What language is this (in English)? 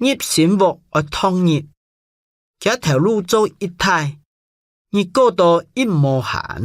Hakka Chinese